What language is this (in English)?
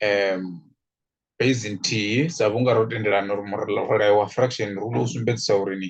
Venda